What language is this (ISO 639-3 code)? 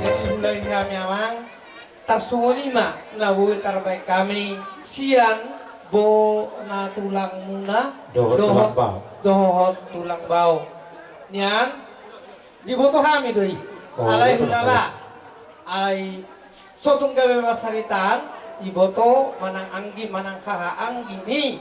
bbc